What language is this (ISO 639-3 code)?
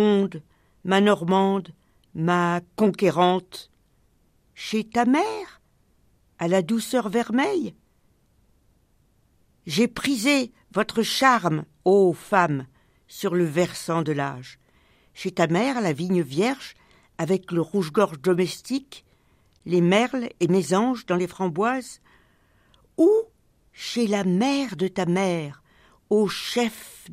fra